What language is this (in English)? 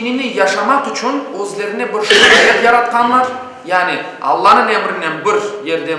Crimean Tatar